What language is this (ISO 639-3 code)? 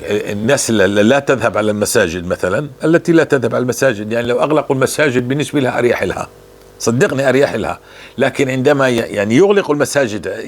apc